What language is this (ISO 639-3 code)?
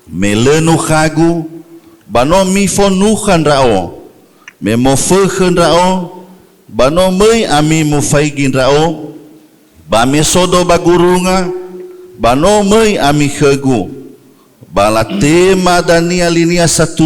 nia